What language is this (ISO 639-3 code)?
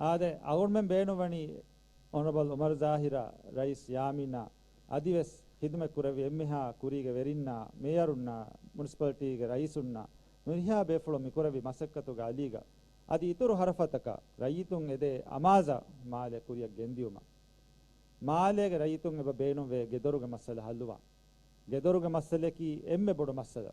div